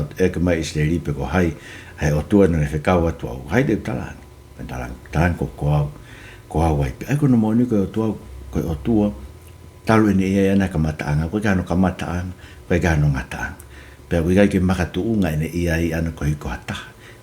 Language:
Tongan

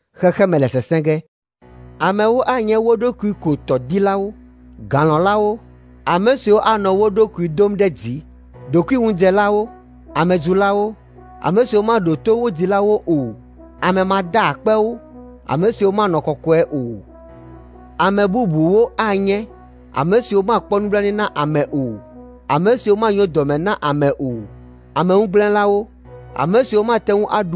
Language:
Ewe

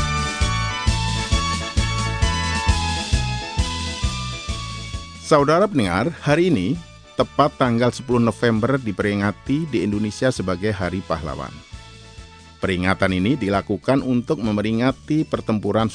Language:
Indonesian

